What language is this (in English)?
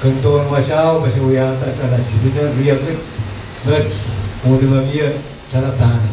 Pohnpeian